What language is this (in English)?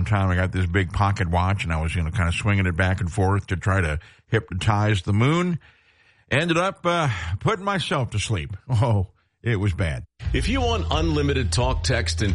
English